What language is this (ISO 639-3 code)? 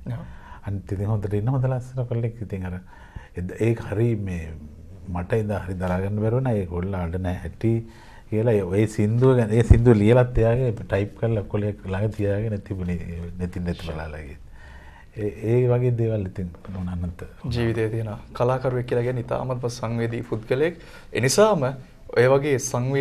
sin